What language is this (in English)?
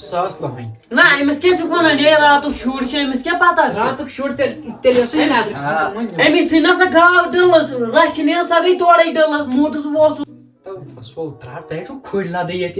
Kashmiri